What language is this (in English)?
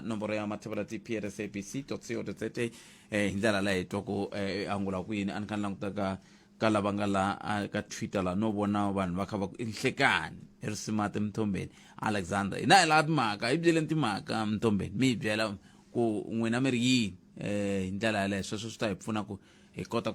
Tsonga